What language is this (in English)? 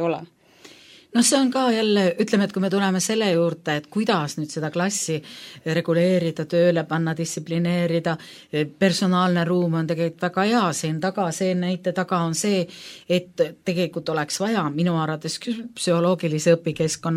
Estonian